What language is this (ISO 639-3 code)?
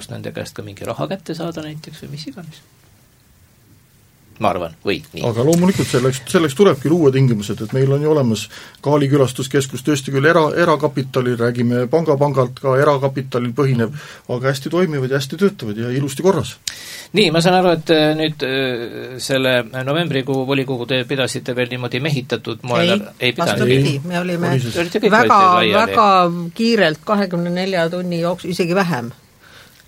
est